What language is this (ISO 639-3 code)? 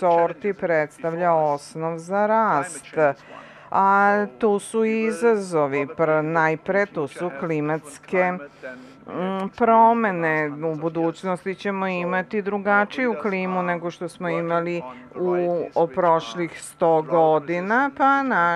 srp